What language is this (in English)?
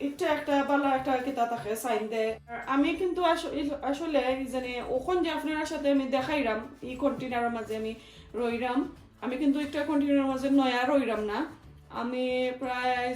Sylheti